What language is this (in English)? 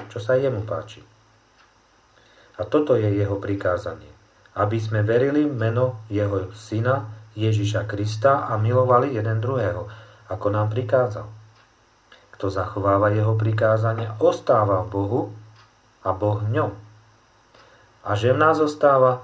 Slovak